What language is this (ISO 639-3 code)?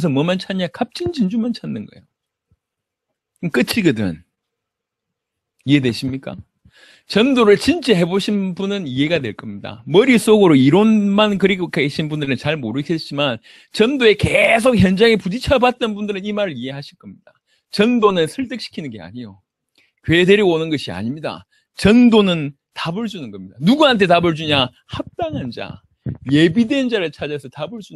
kor